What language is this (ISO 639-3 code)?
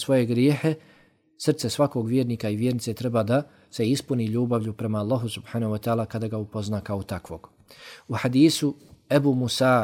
bos